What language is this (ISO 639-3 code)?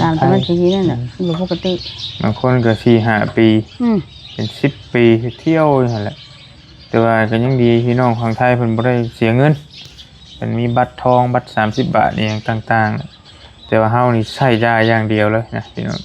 tts